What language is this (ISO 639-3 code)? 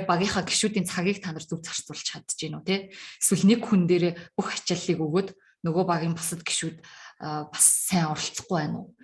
mon